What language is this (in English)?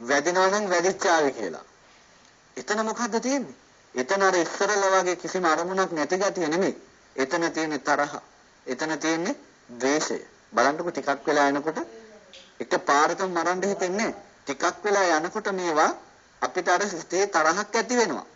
Sinhala